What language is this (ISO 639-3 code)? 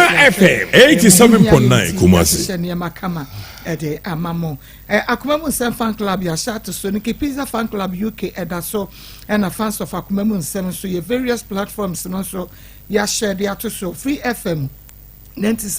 aka